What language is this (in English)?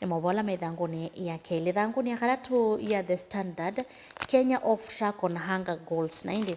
Kamba